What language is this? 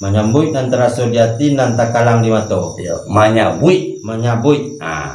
Minangkabau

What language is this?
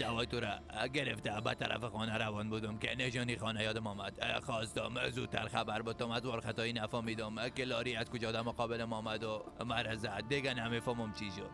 Persian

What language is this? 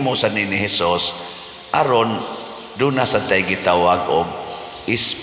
Cebuano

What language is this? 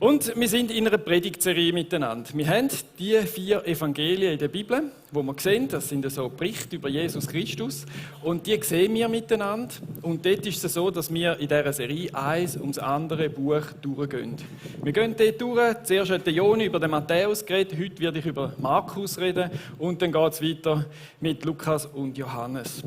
Swiss German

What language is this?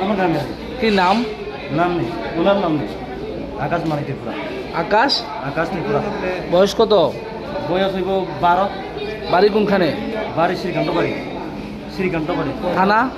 Kok Borok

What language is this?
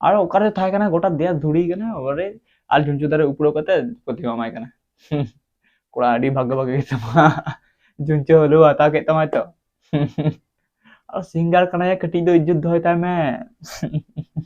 Santali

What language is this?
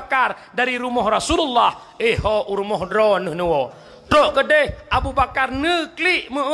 Achinese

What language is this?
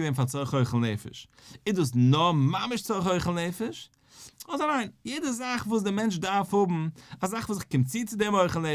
Yiddish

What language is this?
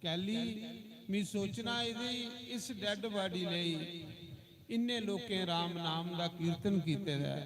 Dogri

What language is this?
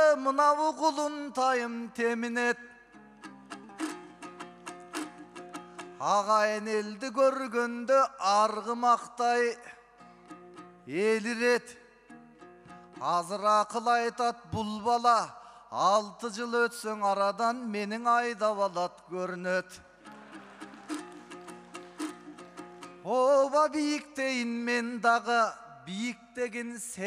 Kyrgyz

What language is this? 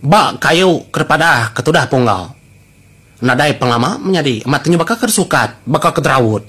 Iban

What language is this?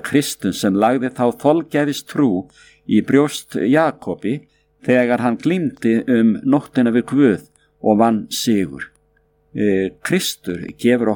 Icelandic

